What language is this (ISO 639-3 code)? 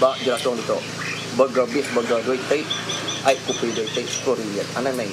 iba